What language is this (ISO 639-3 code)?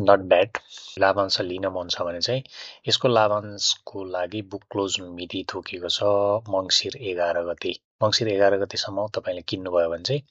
nep